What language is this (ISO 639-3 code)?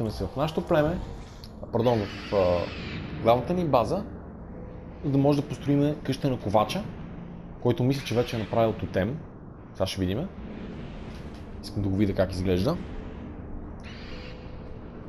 bul